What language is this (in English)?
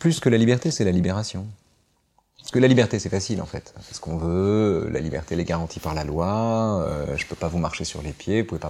French